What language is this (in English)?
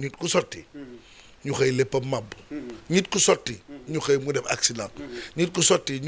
Wolof